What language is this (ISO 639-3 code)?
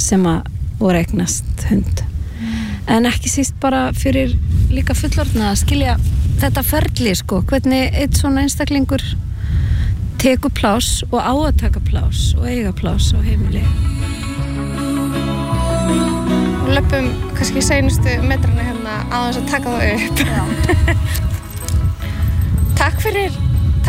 isl